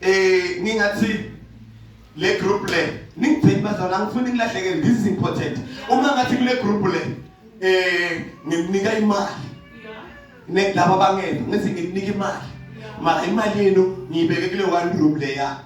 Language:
Zulu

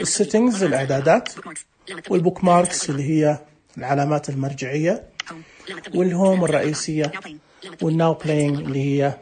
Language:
Najdi Arabic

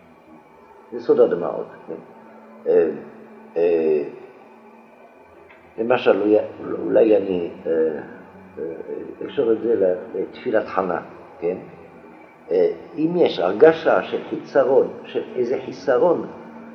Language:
Hebrew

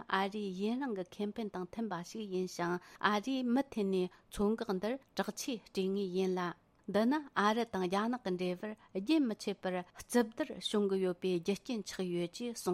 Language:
Tibetan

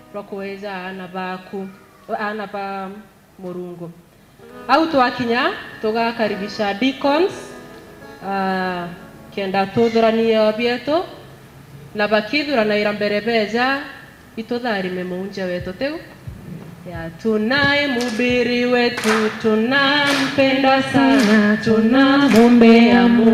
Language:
Meru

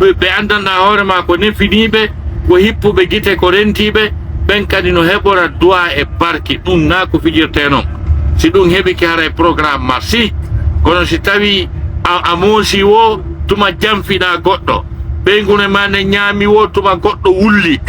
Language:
Pular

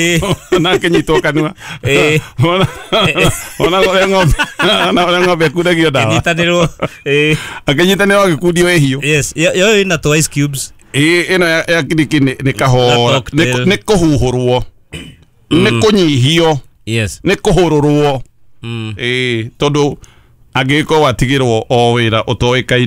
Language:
Kikuyu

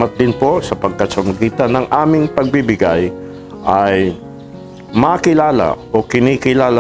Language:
Filipino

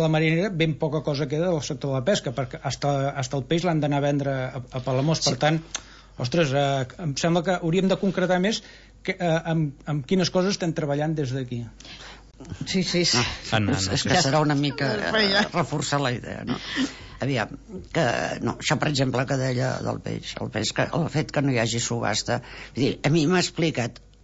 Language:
Catalan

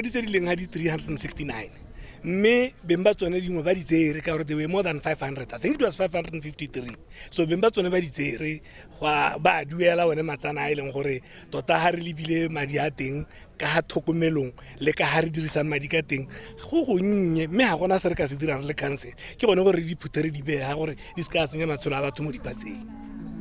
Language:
Tswana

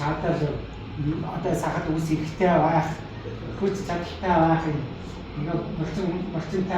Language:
Mongolian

